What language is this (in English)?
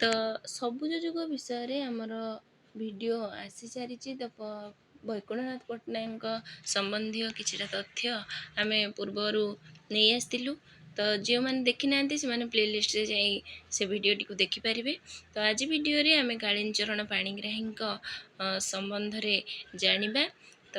Odia